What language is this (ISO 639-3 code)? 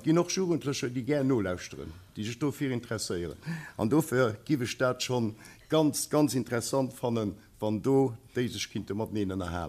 ltz